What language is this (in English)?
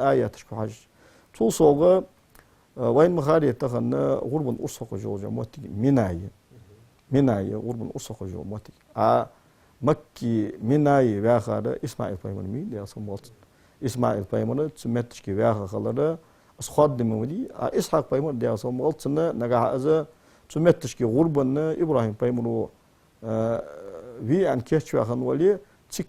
Ingush